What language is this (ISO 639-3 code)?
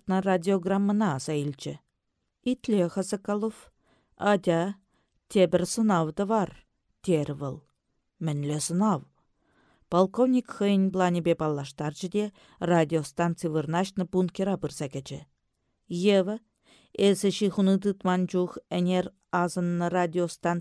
chv